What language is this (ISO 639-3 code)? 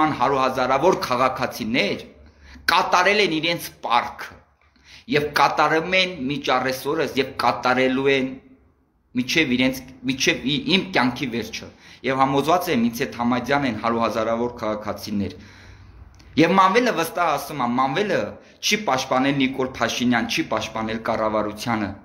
hye